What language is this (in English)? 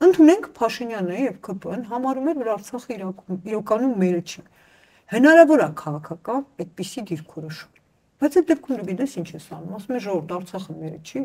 Armenian